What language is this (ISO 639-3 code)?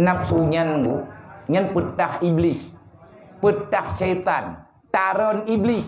ace